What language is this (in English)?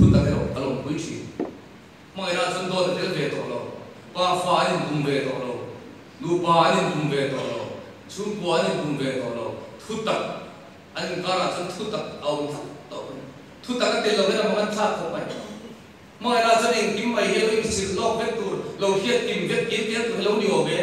Mizo